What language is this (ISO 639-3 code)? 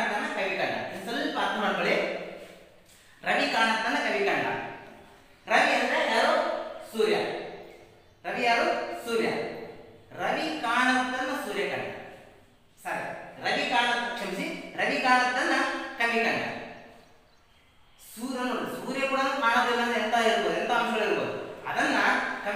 kan